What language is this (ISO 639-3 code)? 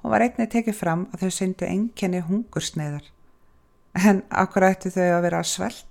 isl